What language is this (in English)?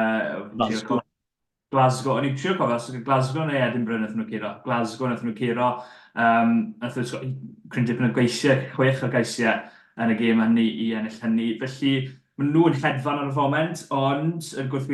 Welsh